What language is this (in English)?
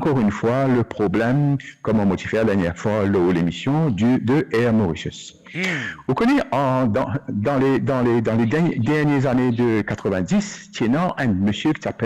Morisyen